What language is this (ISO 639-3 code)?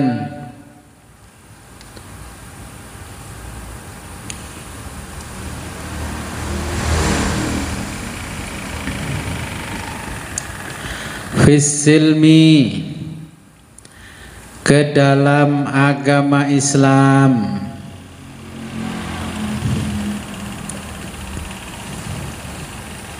ind